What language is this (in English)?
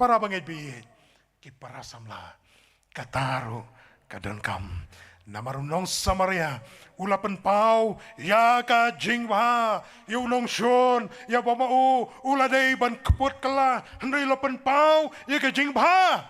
Khasi